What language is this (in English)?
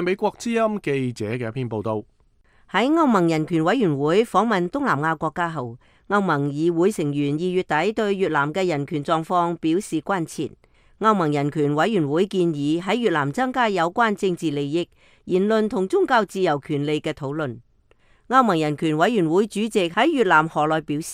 Cantonese